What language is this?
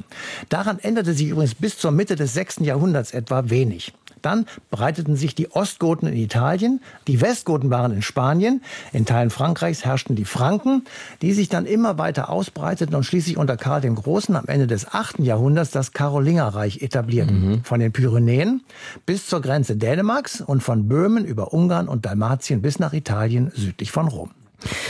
German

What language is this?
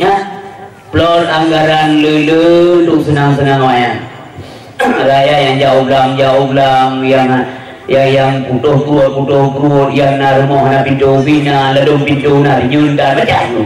Achinese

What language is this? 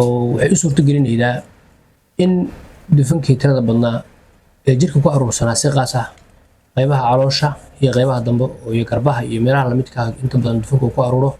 Somali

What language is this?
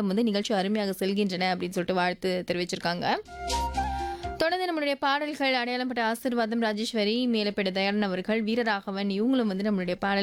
Tamil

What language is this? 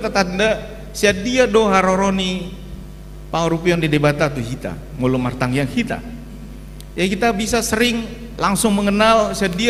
Batak Toba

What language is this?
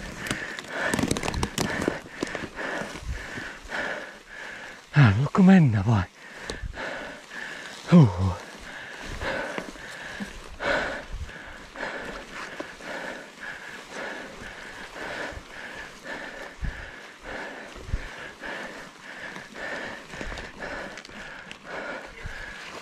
Finnish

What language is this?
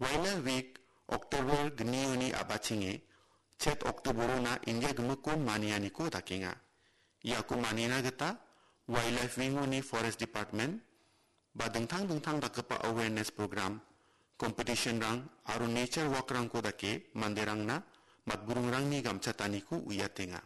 Garo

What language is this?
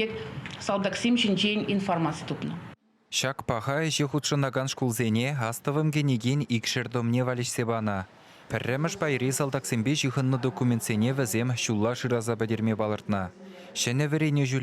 Chuvash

